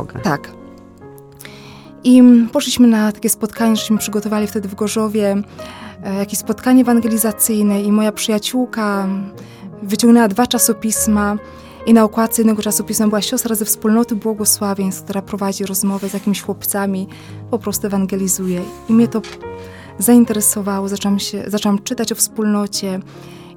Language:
Polish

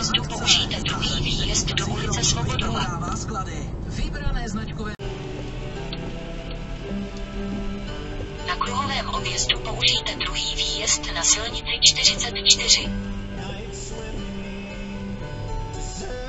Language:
Czech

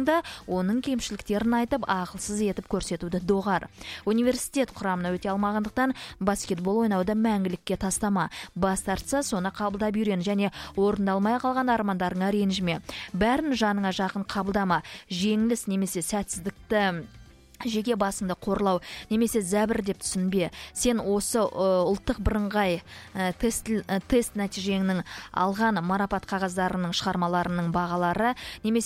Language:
Kazakh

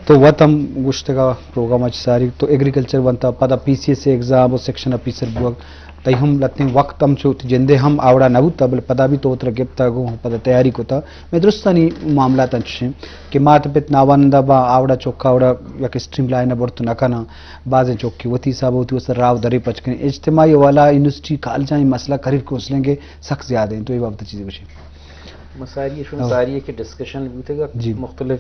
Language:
Eastern Balochi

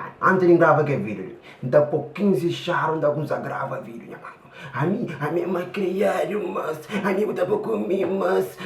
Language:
Kabuverdianu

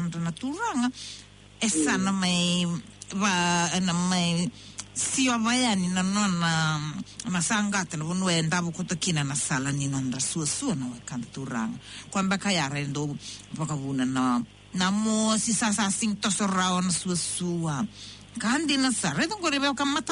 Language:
Fijian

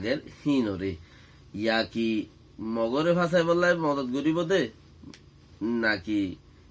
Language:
Rohingya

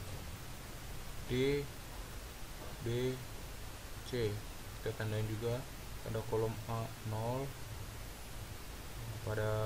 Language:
Indonesian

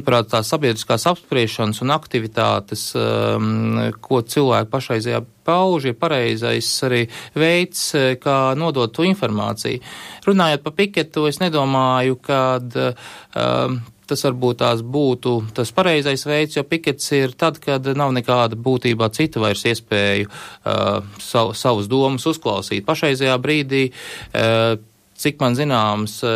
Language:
Latvian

